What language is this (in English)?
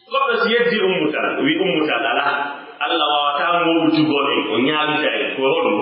Pular